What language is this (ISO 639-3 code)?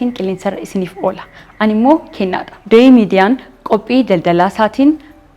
orm